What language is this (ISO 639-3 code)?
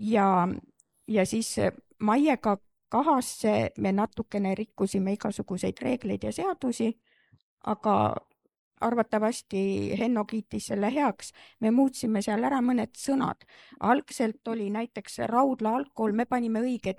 est